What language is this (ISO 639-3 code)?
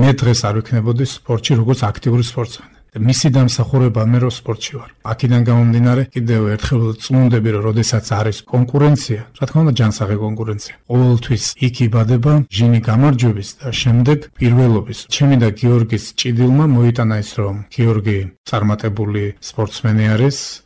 kat